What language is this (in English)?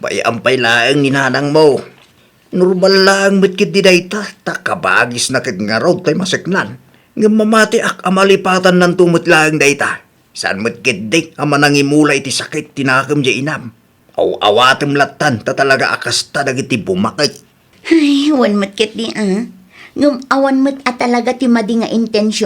Iloko